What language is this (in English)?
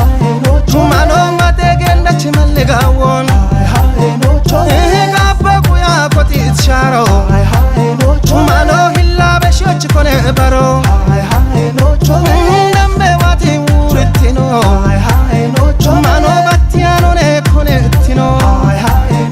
Kafa